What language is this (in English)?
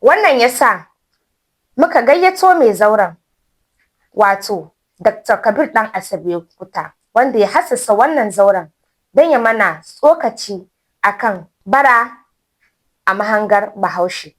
Hausa